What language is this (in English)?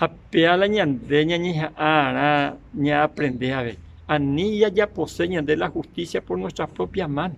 Guarani